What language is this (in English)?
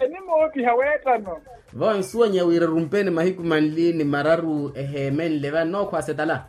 Makhuwa